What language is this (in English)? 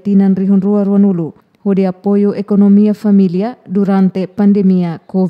Tetum